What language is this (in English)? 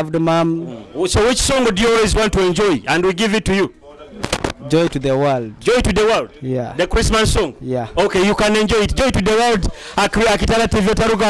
Nyoro